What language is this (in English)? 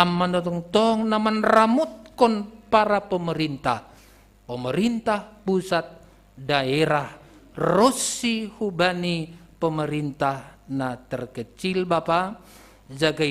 Batak Simalungun